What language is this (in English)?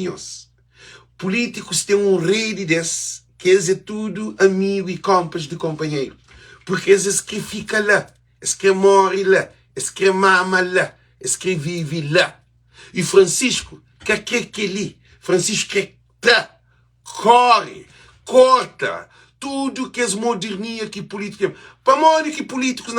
Kabuverdianu